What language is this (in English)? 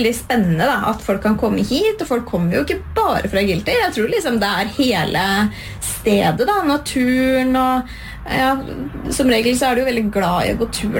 Norwegian